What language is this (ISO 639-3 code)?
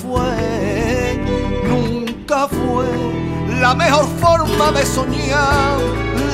spa